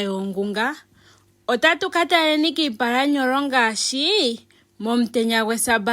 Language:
Ndonga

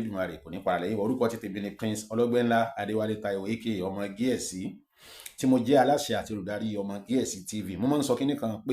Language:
Yoruba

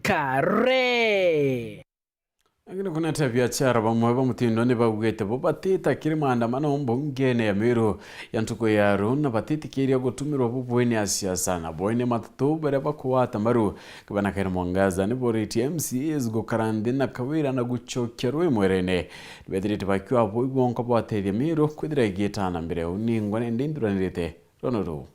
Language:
Meru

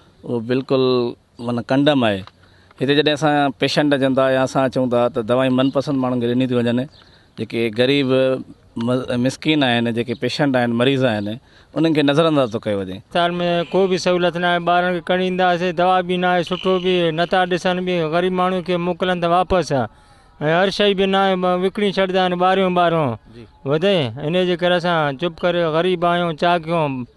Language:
Sindhi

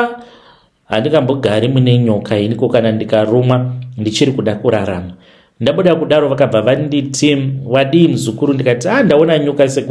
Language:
Shona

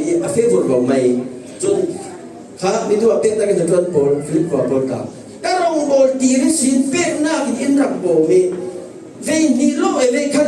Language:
Falam Chin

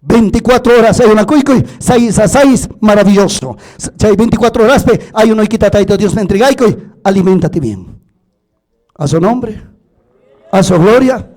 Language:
Ayacucho Quechua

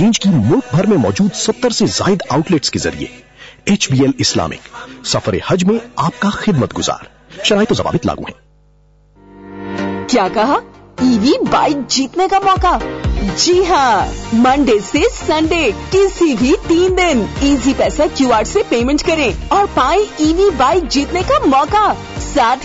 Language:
Urdu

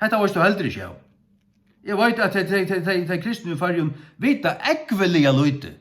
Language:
Faroese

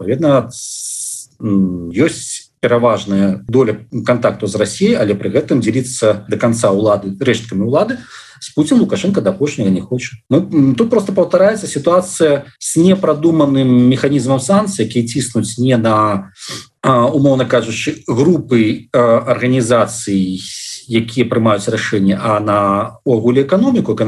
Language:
Belarusian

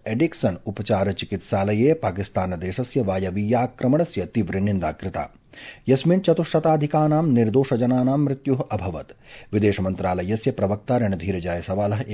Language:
Sanskrit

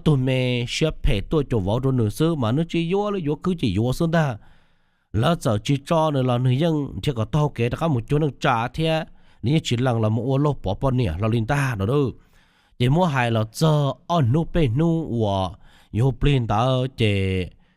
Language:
Hmong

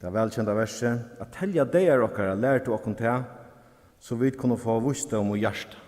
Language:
Faroese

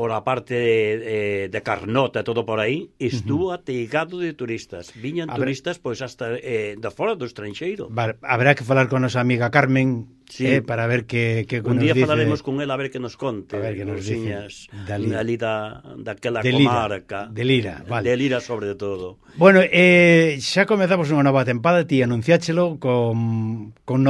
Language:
Galician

